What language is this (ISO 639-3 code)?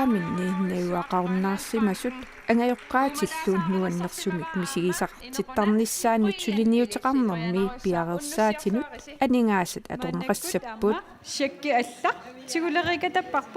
kal